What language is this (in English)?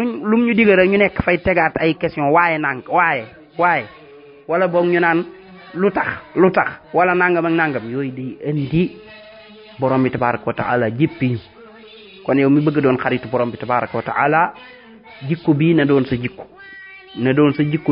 Wolof